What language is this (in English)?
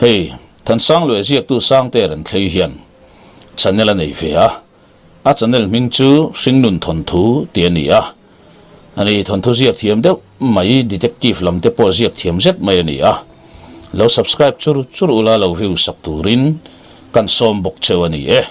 Mizo